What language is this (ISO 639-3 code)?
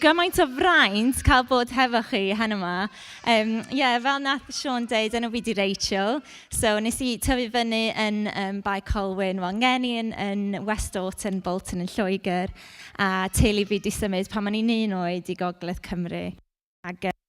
cym